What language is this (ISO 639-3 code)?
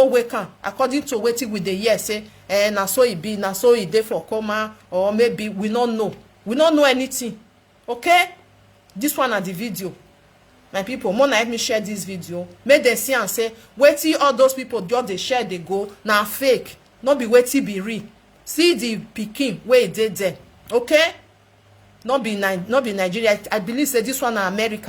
pcm